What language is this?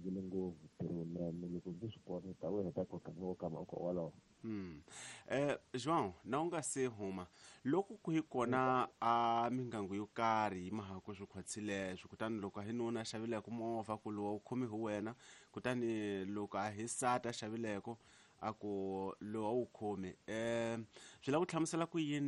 Tsonga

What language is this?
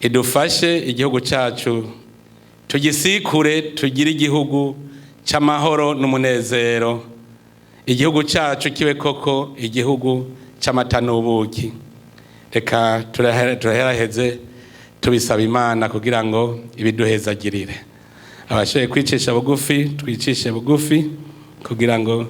Rundi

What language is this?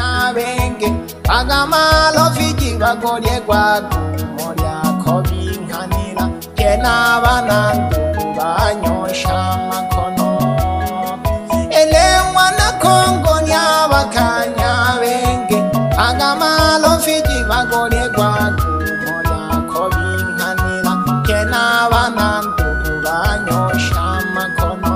Swahili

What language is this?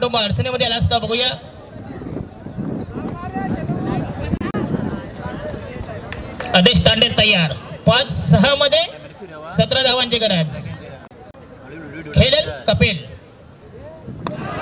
Marathi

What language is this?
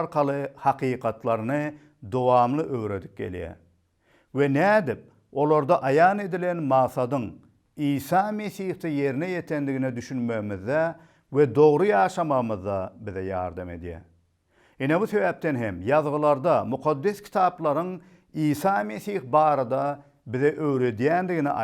Turkmen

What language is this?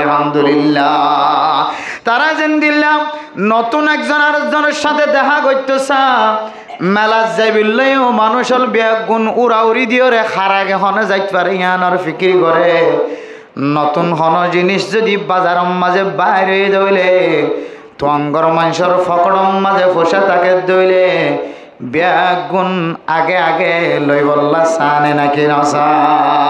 Rohingya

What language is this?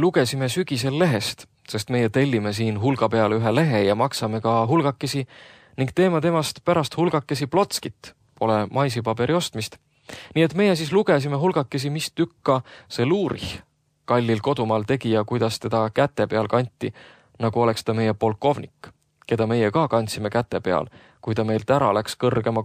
Estonian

